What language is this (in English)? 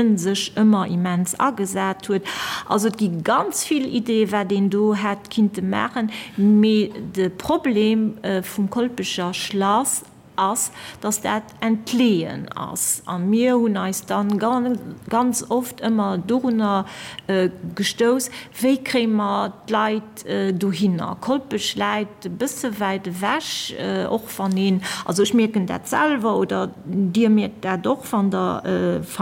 Luxembourgish